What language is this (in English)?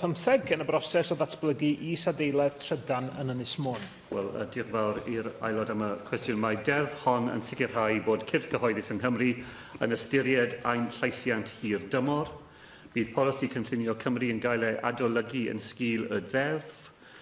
Welsh